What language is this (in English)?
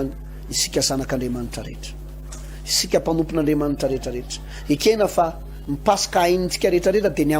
Malagasy